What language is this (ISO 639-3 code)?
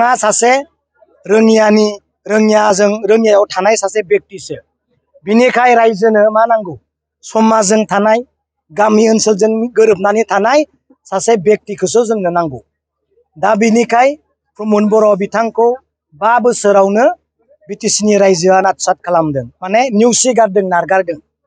brx